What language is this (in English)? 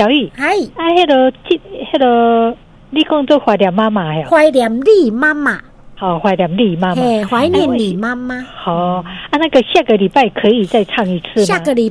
Min Nan Chinese